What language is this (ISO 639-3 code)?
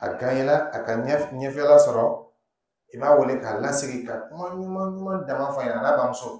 dyu